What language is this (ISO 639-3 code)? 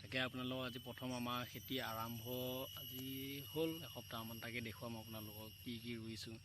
asm